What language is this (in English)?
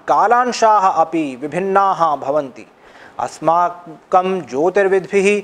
Sanskrit